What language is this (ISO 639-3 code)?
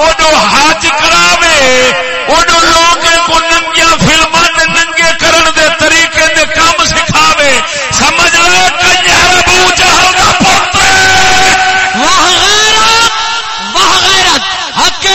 skr